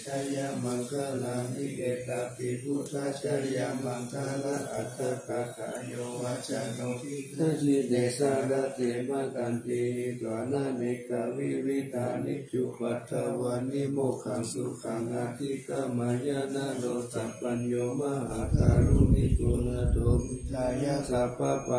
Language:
Pali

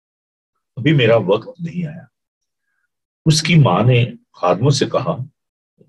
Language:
Urdu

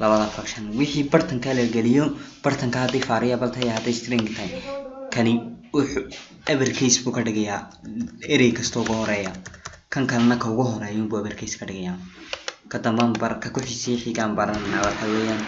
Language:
Somali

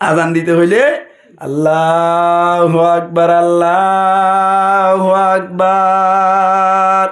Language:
Rohingya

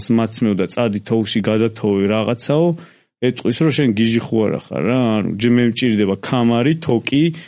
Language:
Georgian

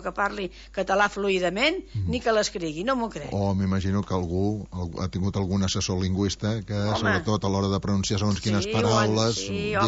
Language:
Catalan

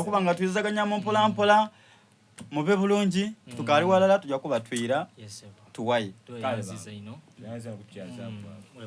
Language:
Soga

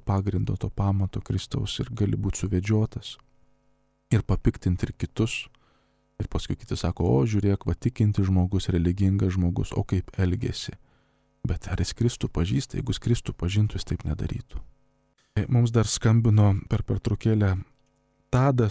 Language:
Lithuanian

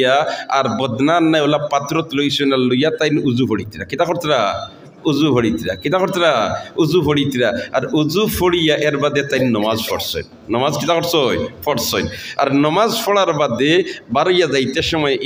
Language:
Sylheti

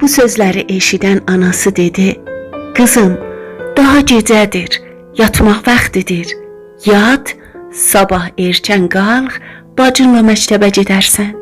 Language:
South Azerbaijani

